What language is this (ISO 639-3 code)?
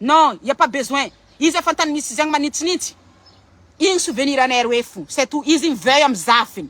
mlg